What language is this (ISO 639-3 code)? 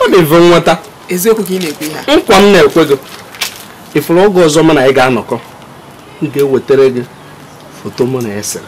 ibo